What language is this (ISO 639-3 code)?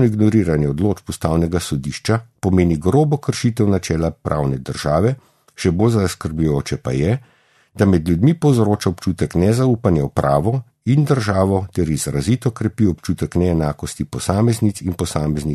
slv